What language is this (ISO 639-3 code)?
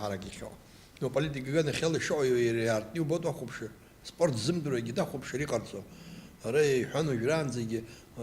abk